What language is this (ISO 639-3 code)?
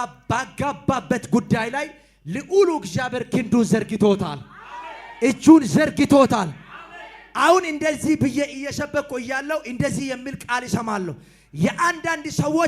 amh